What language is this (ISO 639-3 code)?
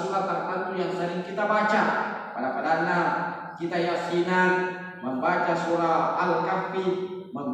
bug